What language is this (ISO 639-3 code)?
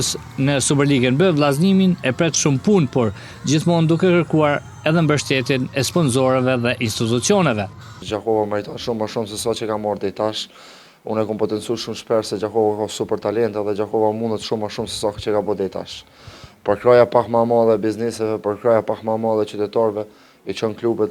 sqi